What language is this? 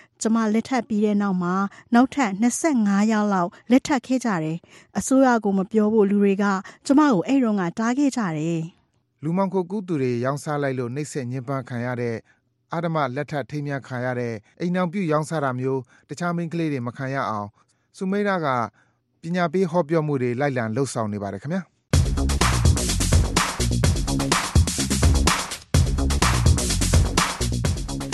Burmese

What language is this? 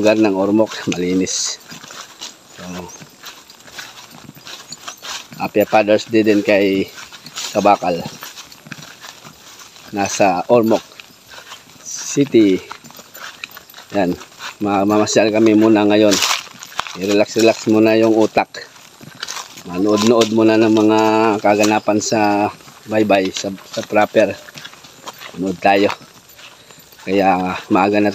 Filipino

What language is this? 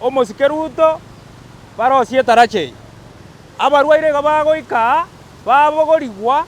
Gusii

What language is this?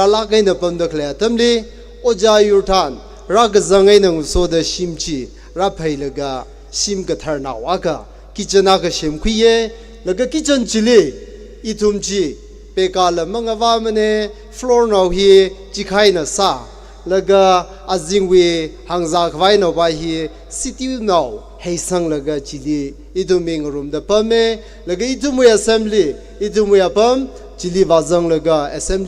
Tangkhul Naga (India)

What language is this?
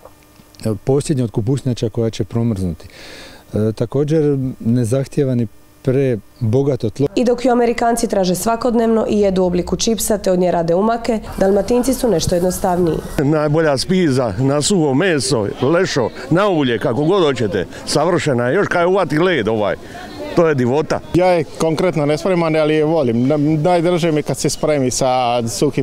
Croatian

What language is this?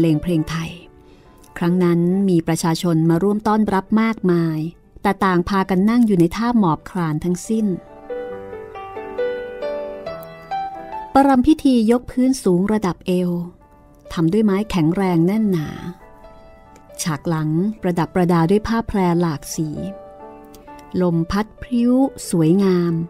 Thai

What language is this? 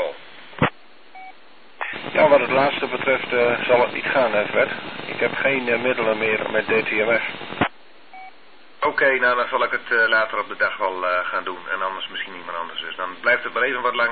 Dutch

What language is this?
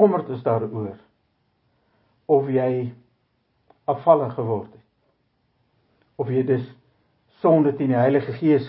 Afrikaans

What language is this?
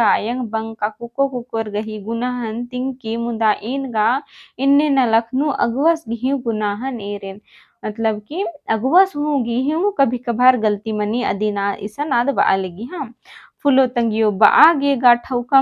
Kurukh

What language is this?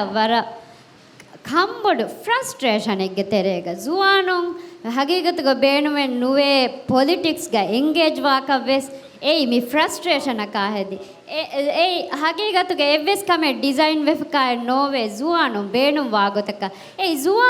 Divehi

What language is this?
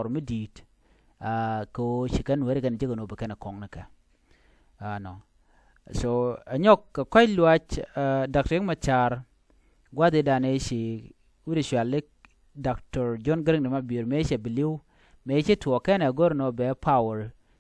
Nuer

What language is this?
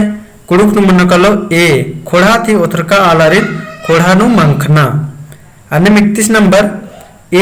Kurukh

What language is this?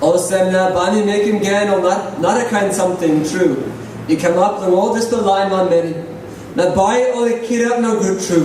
Tok Pisin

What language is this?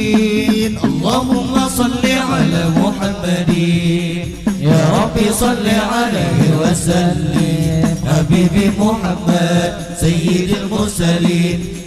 Banjar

